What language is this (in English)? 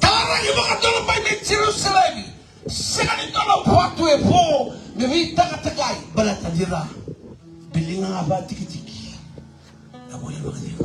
Fijian